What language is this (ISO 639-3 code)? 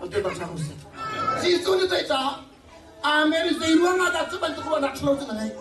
cnh